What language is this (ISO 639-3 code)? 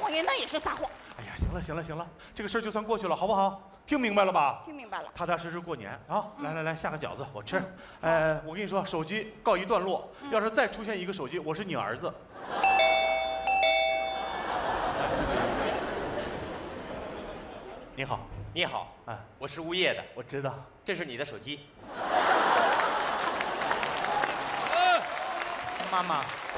zho